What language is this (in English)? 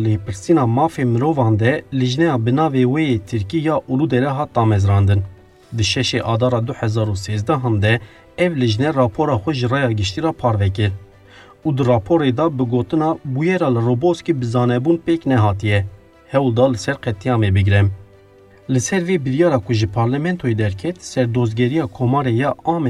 Kurdish